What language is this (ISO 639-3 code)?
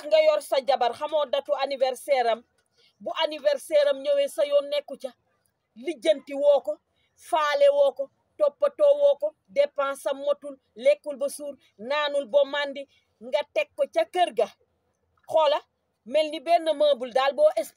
wol